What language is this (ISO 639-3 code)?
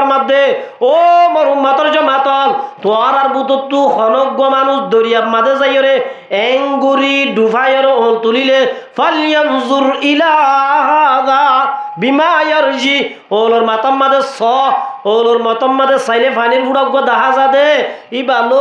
rhg